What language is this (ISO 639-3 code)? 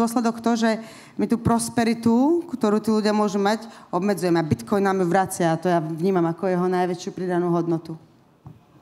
slk